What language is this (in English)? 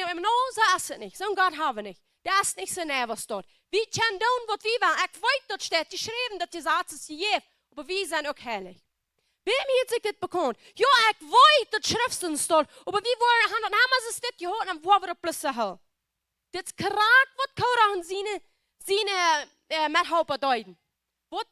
Plautdietsch